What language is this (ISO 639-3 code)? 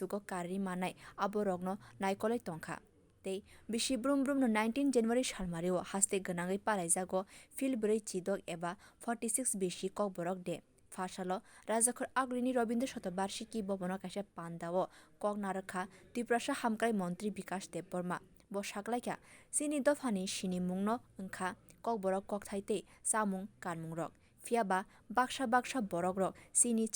trp